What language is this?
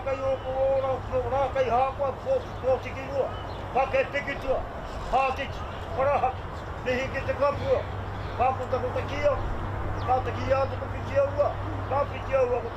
Māori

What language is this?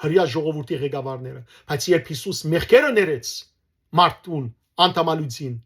Western Armenian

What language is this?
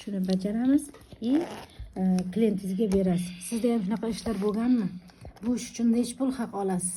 Uzbek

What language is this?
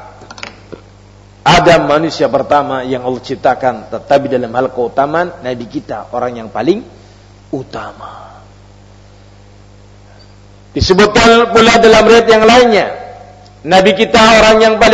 Indonesian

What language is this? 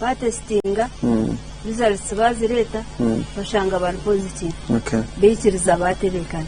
Nyankole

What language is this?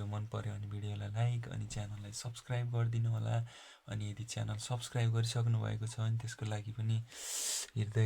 Nepali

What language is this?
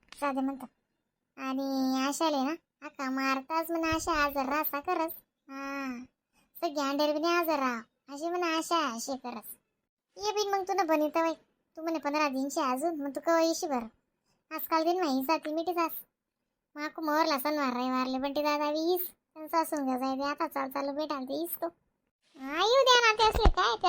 Khandesi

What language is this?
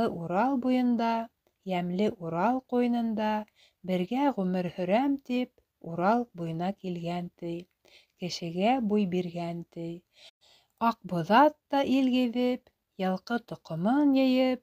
Bashkir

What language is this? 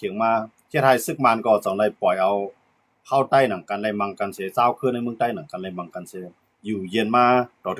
Shan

